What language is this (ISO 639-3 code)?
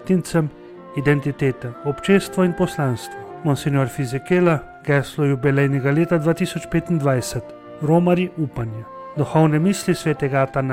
slv